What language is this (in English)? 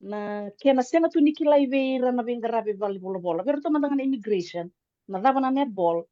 Fijian